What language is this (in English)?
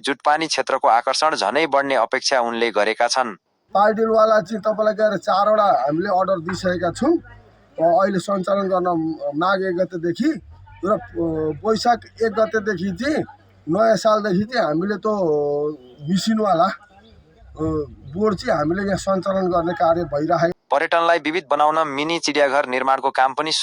Nepali